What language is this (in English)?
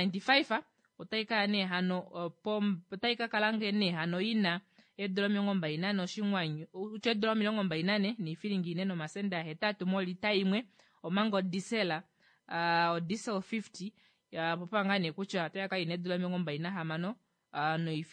Kuanyama